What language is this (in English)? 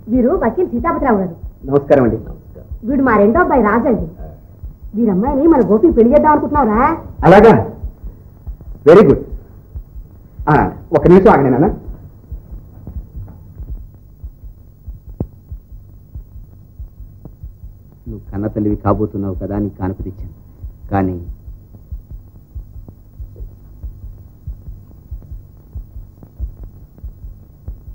Telugu